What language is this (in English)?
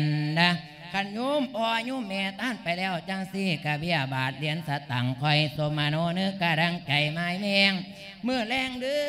Lao